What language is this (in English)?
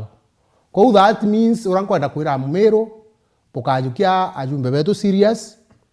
Meru